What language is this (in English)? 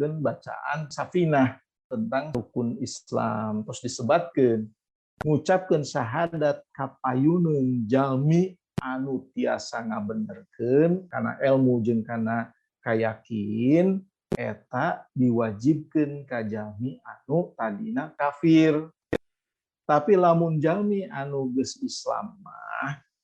Sundanese